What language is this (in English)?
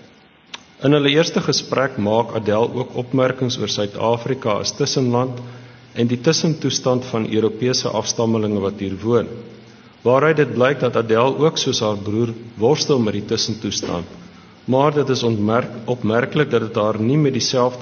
Afrikaans